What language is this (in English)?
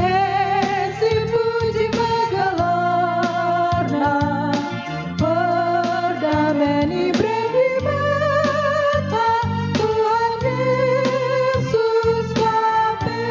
Batak Karo